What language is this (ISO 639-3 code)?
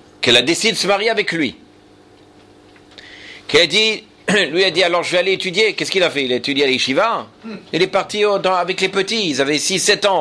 fra